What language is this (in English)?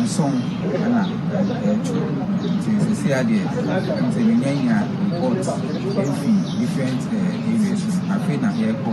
Akan